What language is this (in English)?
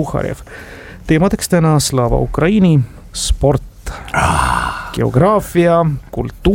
Estonian